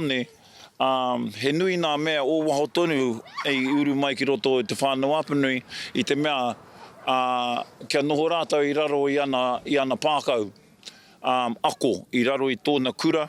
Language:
Māori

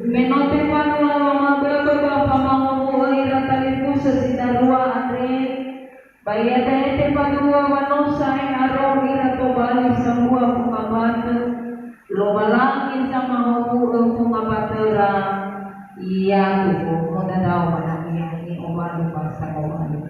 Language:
Nias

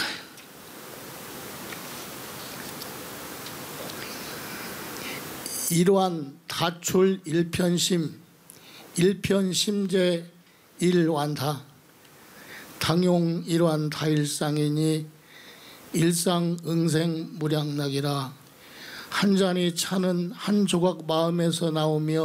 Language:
Korean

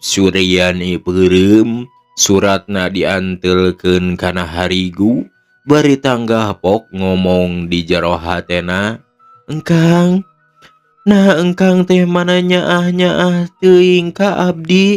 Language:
Sundanese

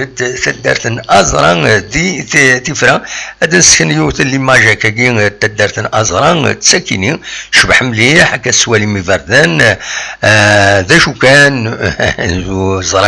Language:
Kabyle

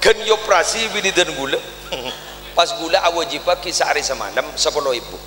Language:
Madurese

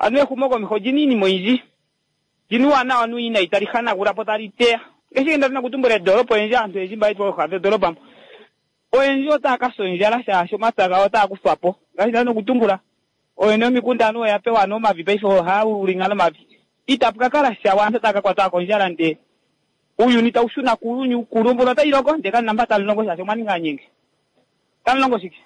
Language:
Kuanyama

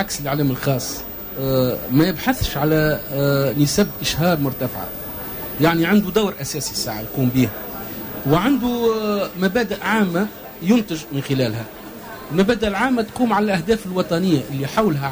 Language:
Tunisian Arabic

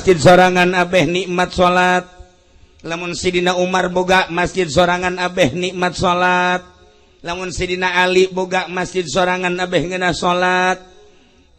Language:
Sundanese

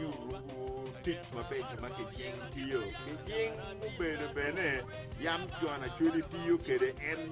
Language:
Acoli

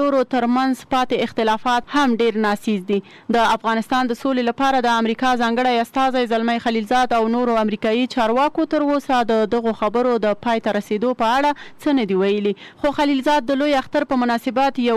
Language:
Pashto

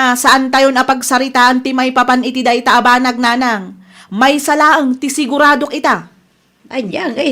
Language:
Iloko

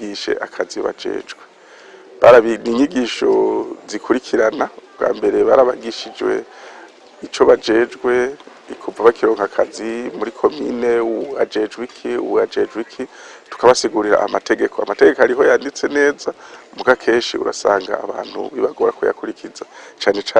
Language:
Rundi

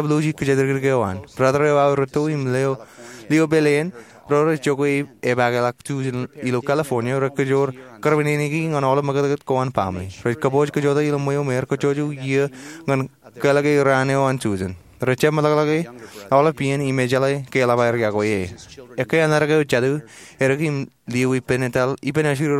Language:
Marshallese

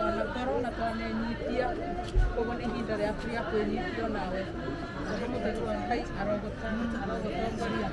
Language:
Kikuyu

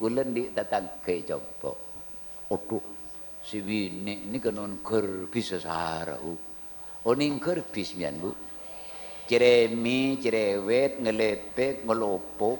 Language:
Madurese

